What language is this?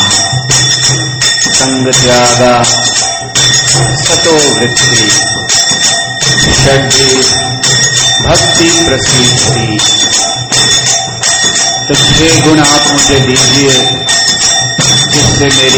Hindi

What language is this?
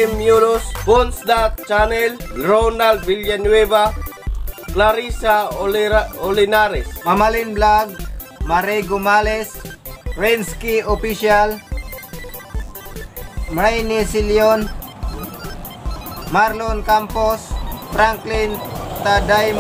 Filipino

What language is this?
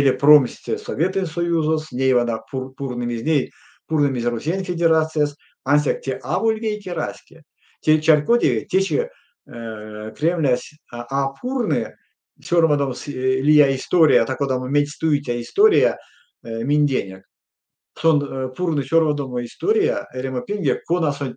Erzya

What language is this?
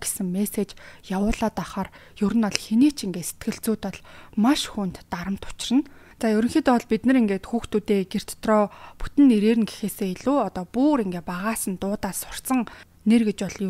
Mongolian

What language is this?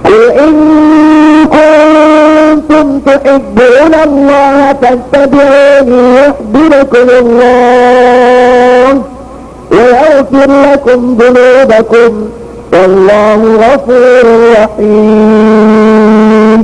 Maranao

